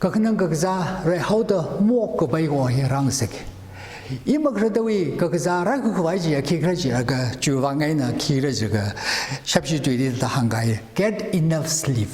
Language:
Tangkhul Naga (India)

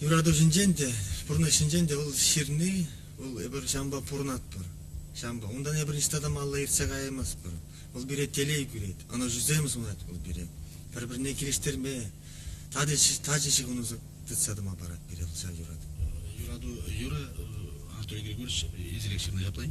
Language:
Chuvash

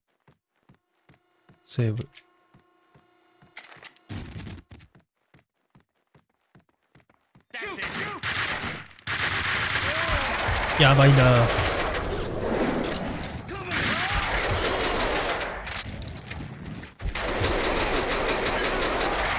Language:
Japanese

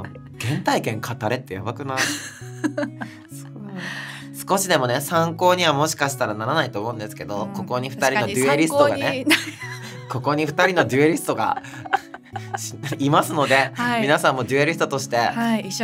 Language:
Japanese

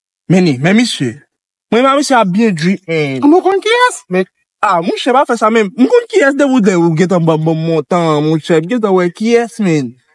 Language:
Haitian Creole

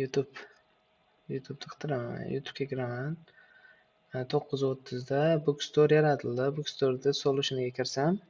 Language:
Uzbek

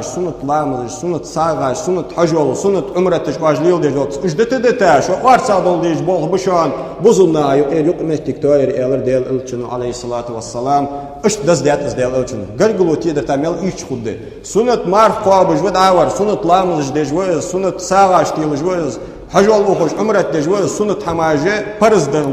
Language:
Ingush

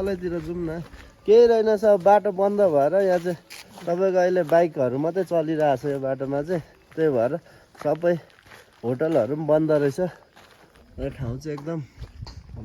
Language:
Nepali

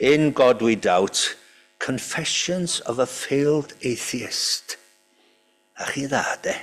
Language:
Welsh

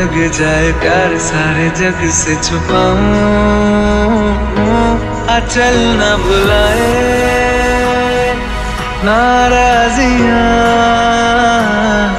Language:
Hindi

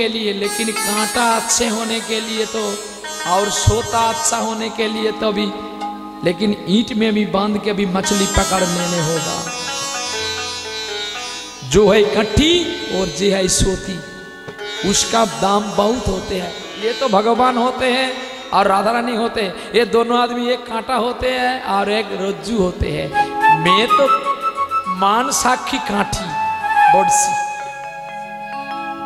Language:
Bangla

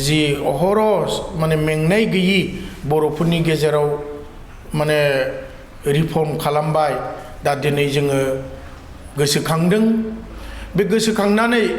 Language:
Bodo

